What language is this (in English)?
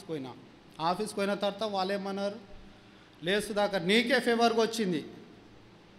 Telugu